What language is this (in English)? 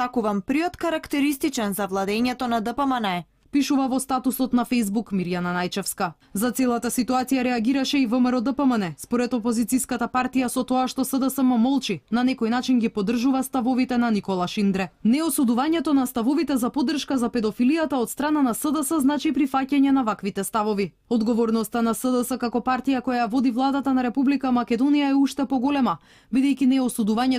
Macedonian